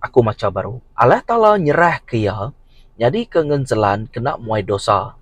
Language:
Iban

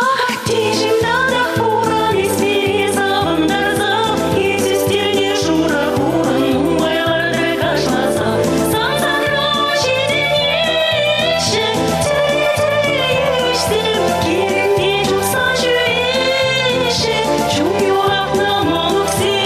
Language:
Chuvash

